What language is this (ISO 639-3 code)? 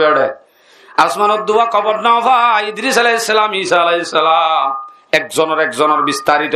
rhg